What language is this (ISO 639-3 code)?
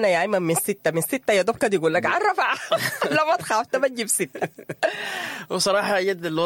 apd